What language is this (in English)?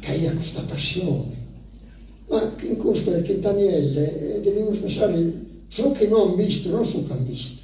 Sardinian